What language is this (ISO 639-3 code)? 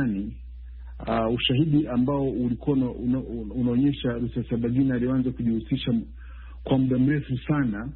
swa